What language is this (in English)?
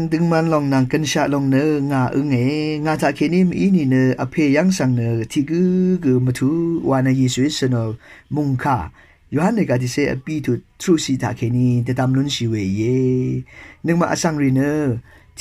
Rawang